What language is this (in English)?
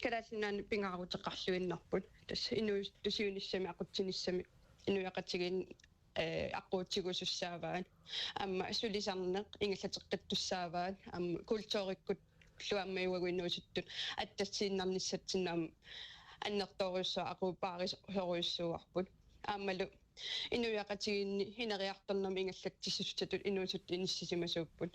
Kalaallisut